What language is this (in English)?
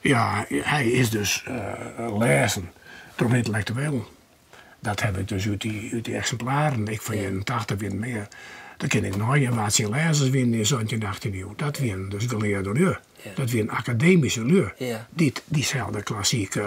Western Frisian